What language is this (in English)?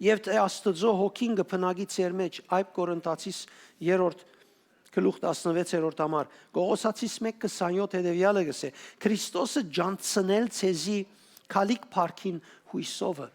Western Armenian